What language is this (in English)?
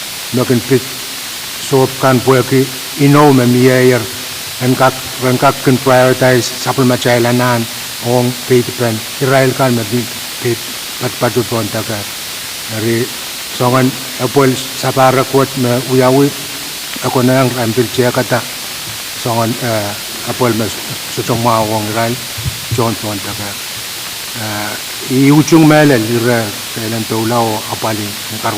Pohnpeian